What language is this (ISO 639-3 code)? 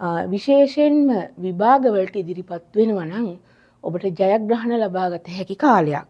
sin